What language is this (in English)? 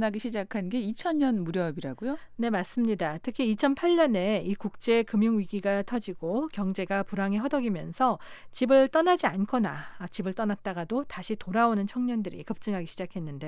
Korean